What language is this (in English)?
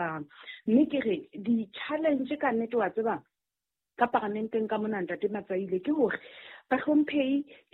Southern Sotho